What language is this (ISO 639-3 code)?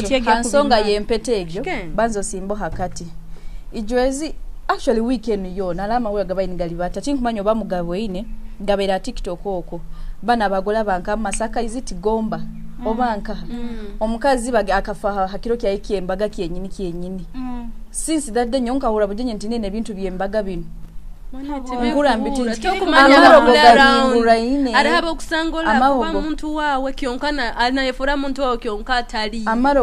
nyo